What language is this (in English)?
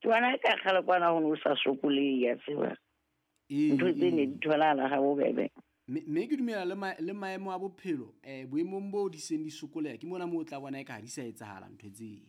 Southern Sotho